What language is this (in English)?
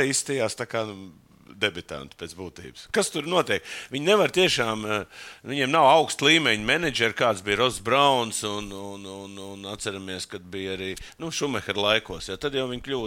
Latvian